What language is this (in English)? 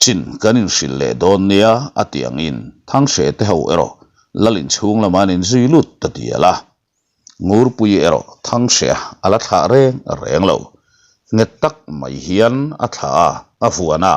Mizo